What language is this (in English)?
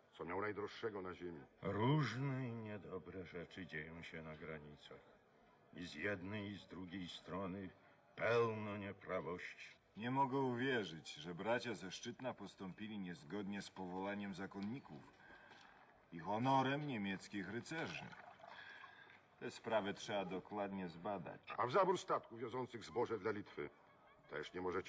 Polish